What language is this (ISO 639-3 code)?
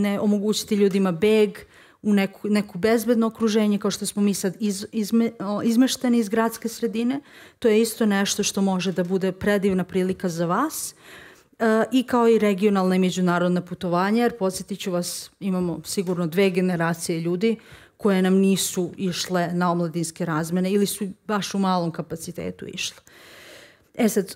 srp